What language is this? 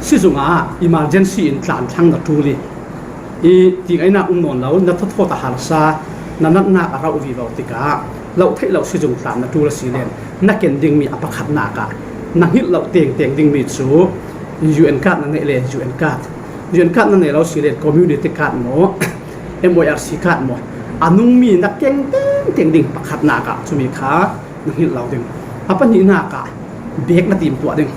Falam Chin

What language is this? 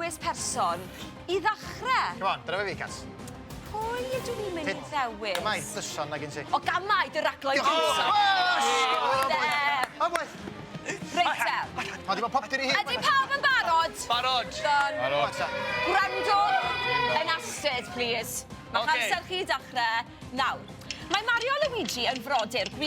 Welsh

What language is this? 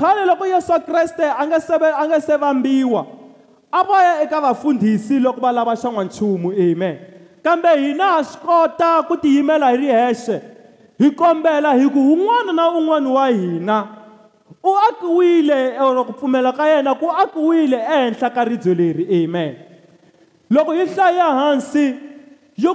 Tsonga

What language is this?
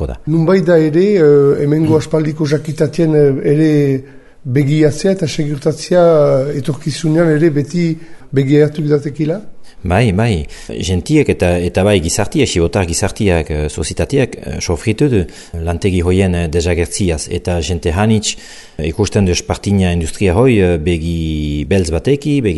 Basque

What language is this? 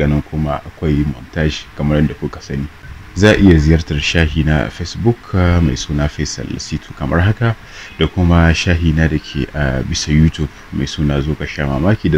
Hausa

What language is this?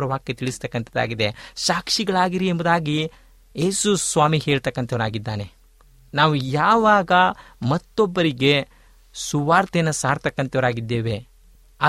Kannada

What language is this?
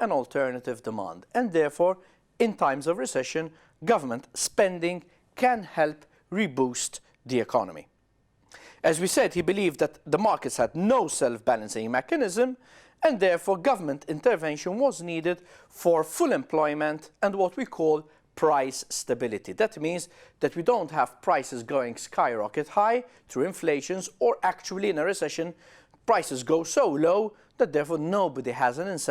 English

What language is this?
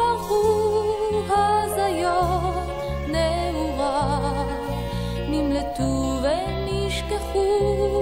Hebrew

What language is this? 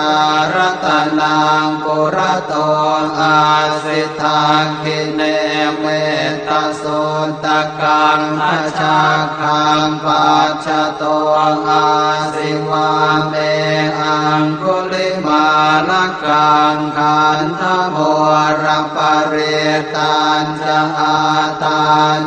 Pali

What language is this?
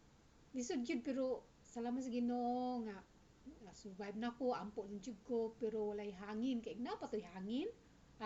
Cebuano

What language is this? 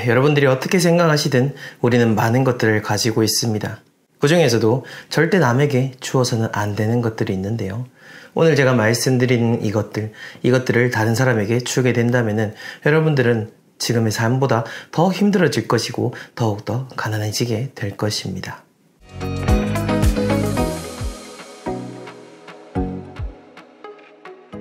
Korean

